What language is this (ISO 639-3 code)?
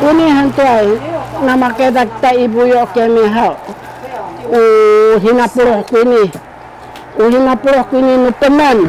szy